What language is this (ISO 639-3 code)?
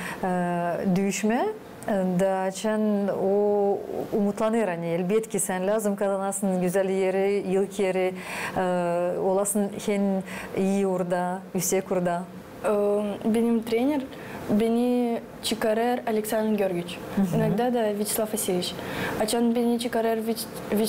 gag